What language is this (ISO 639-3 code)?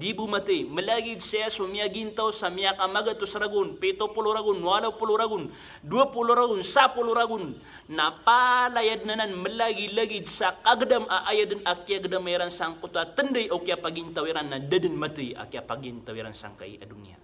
mrw